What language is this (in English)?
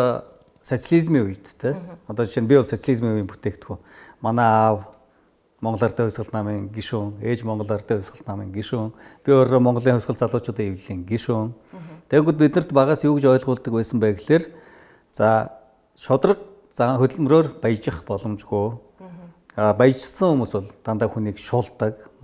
Mongolian